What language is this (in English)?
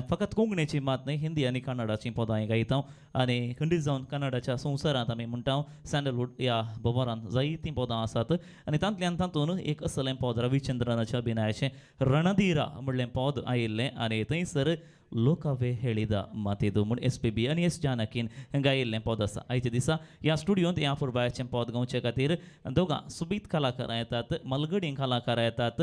Konkani